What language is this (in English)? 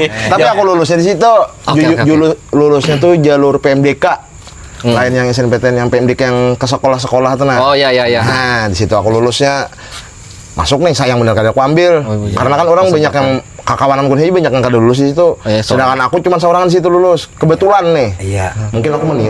Banjar